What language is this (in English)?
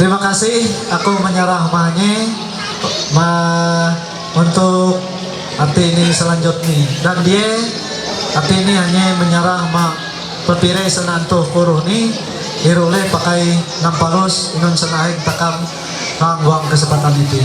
Ma'anyan